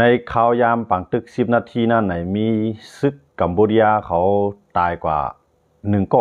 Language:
Shan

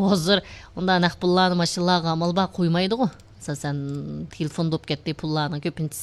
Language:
Uyghur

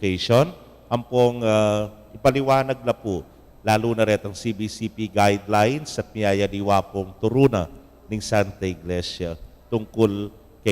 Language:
Pampanga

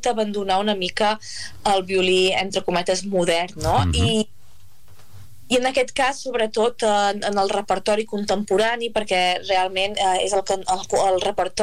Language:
Catalan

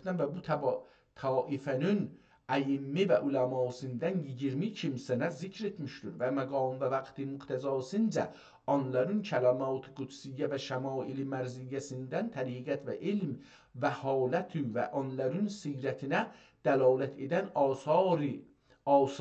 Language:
South Azerbaijani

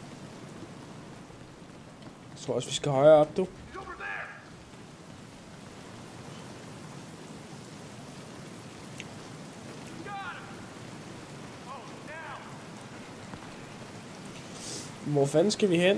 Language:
Danish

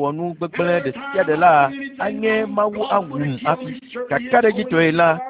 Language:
Ewe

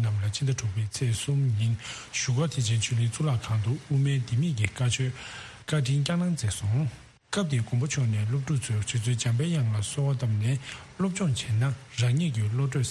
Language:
Tibetan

